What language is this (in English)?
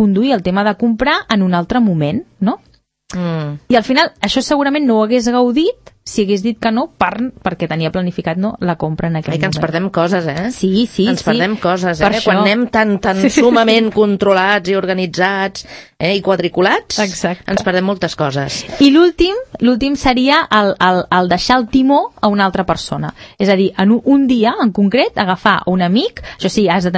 Catalan